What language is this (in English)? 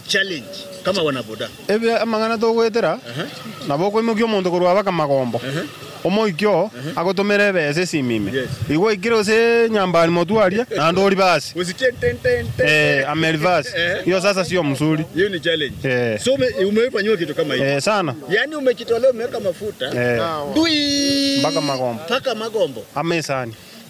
Gusii